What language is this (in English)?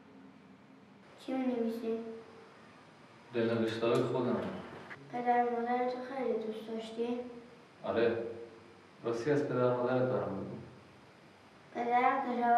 Persian